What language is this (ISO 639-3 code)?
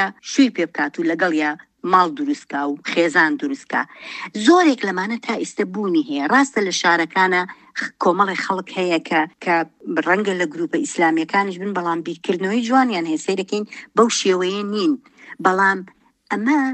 ckb